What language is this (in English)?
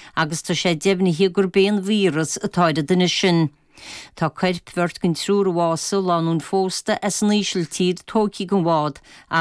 Irish